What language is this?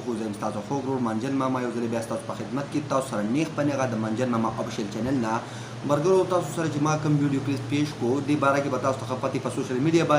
Pashto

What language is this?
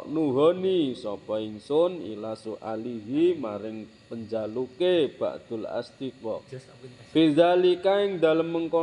Javanese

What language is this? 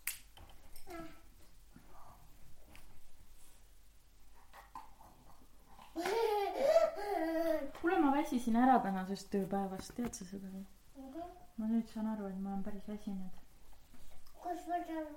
Estonian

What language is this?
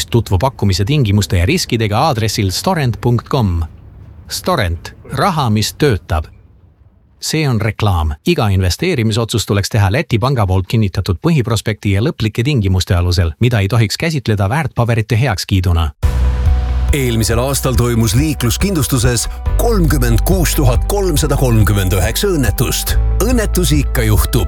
Estonian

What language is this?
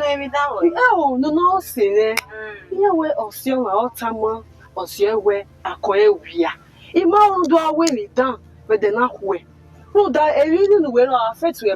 Bini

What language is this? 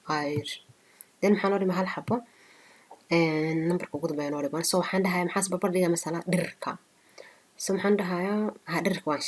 Somali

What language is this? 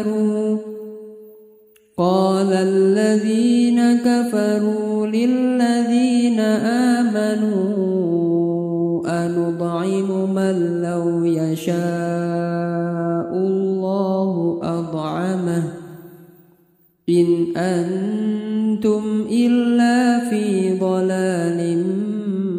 Arabic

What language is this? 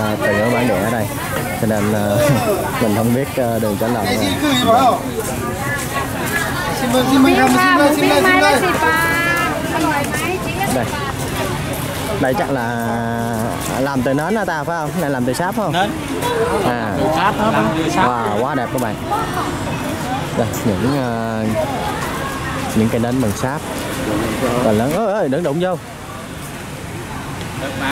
Vietnamese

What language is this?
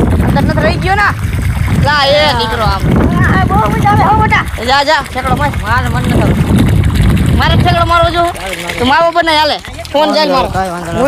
Gujarati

